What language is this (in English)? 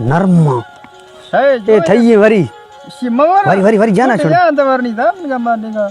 Baluchi